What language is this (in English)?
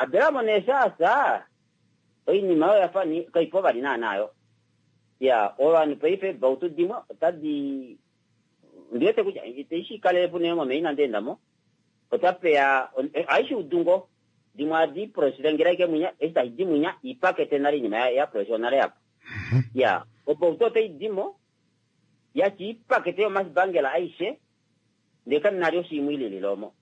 Kuanyama